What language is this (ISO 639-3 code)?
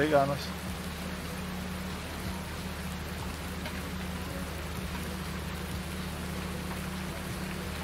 dan